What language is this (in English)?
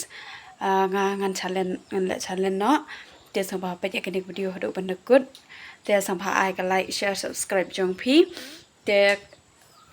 Khasi